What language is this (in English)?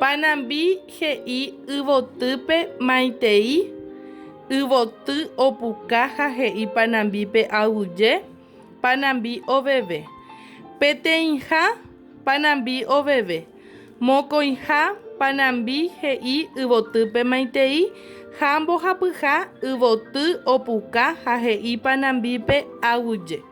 Guarani